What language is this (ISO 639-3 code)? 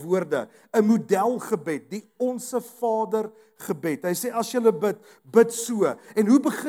afr